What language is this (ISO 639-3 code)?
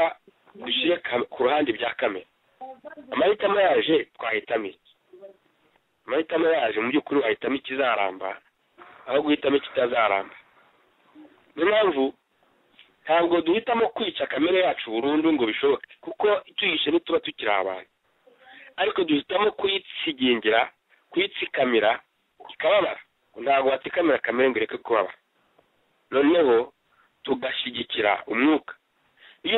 kin